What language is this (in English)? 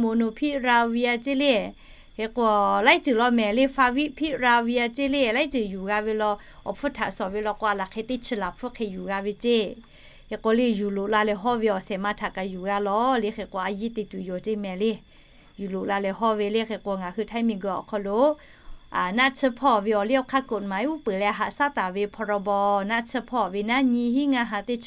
Lahu